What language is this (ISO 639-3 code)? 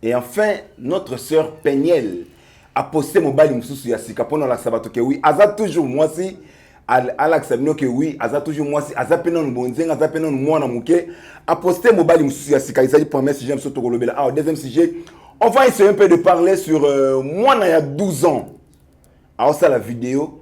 lin